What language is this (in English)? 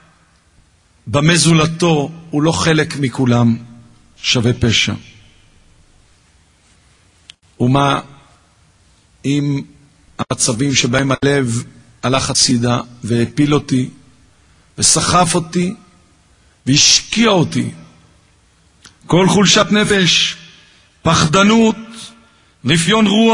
Hebrew